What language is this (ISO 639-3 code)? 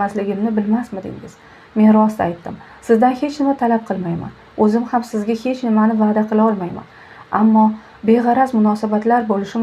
uzb